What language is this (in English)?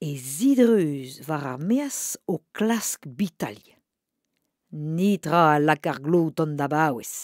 Breton